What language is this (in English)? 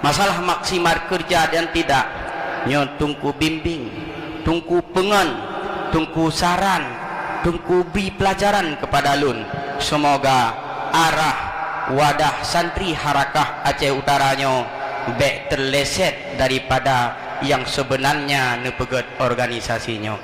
Achinese